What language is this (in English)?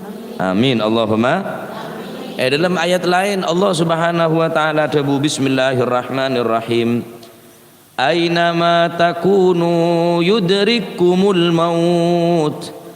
Madurese